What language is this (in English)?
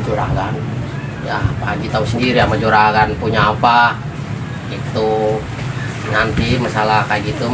Betawi